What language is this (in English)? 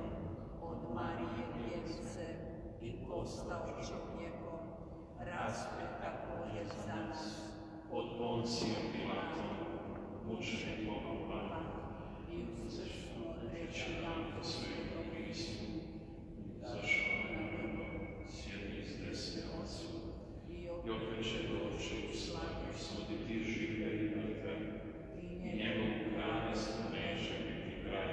Croatian